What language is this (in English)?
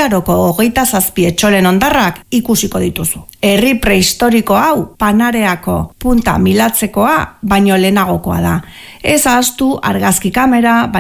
Basque